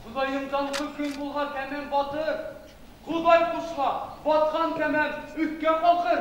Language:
Bashkir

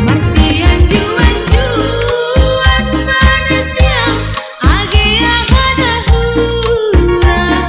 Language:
Batak Simalungun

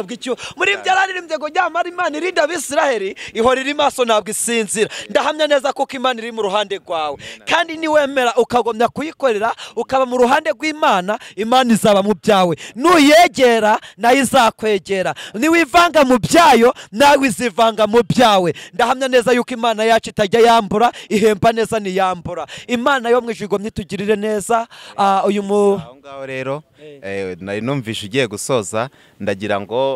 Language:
Kinyarwanda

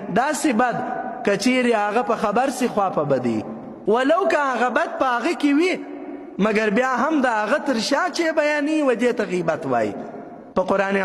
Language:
Pashto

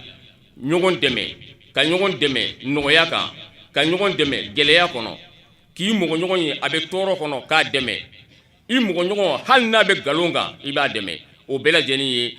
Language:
Bambara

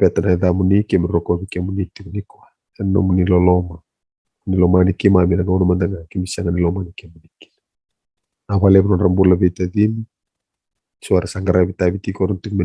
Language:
Fijian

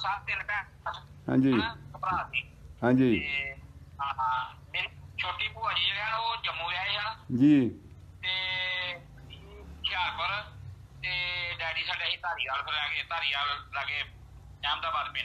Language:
Punjabi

